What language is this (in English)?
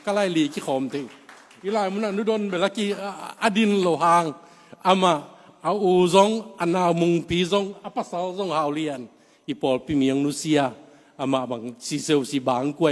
Tedim Chin